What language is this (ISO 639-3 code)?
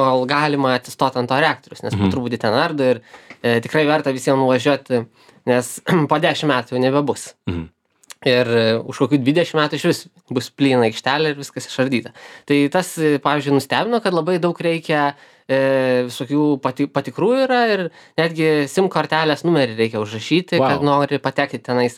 lit